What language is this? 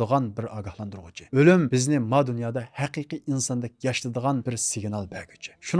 Uyghur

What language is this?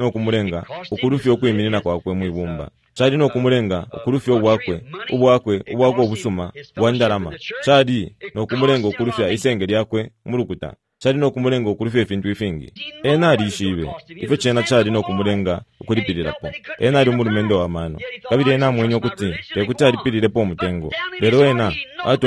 Bemba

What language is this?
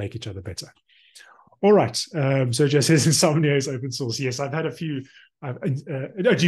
English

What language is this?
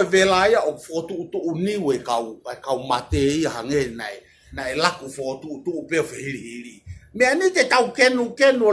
Tongan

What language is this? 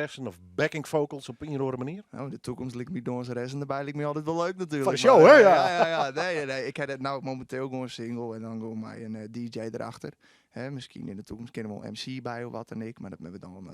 Western Frisian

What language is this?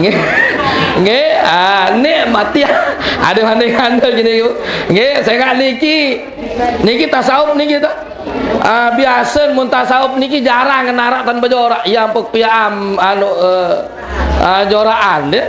Sasak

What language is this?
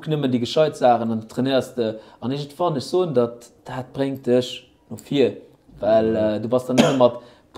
Luxembourgish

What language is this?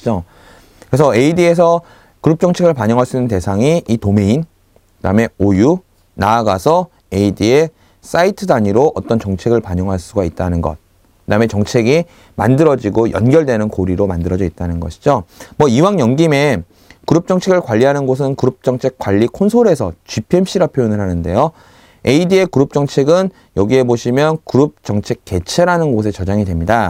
Korean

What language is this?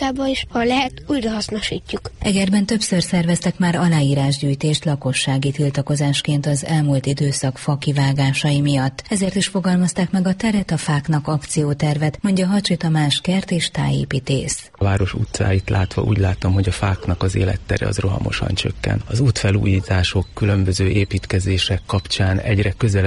Hungarian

